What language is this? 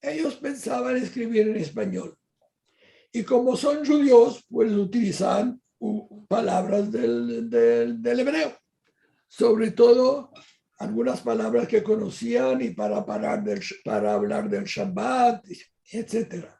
Ladino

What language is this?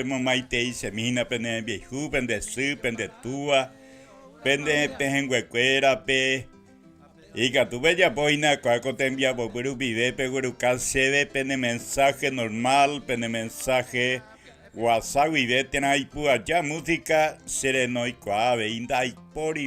Guarani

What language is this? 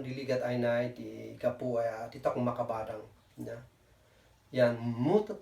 Kankanaey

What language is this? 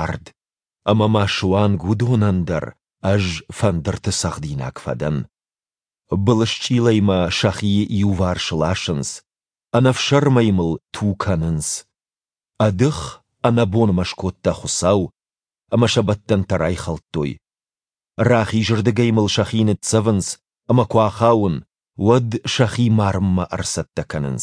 Ossetic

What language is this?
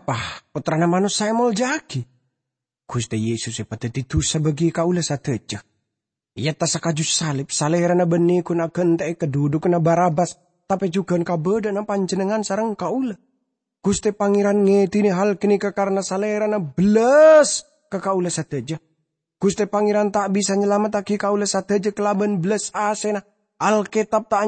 Madurese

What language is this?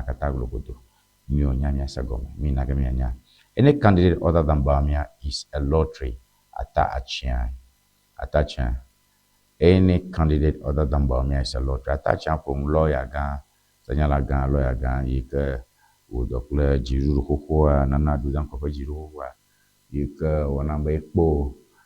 Ewe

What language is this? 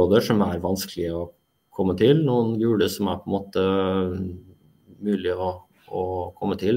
Norwegian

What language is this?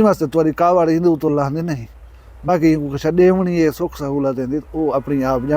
Saraiki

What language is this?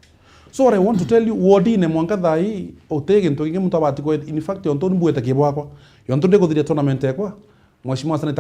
Meru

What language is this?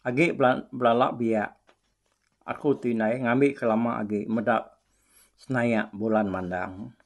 Iban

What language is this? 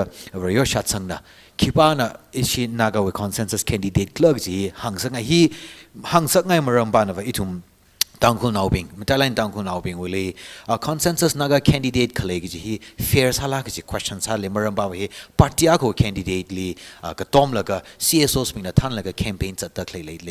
Tangkhul Naga (India)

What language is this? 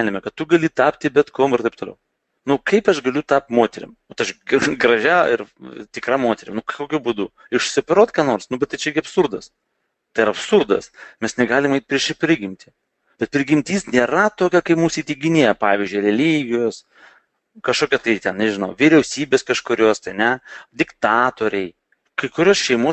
Lithuanian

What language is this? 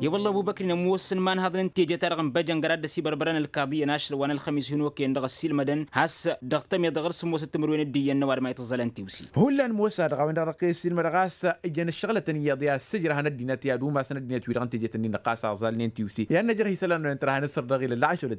Tamasheq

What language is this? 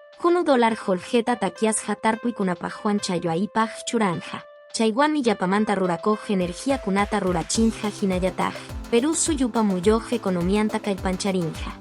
Quechua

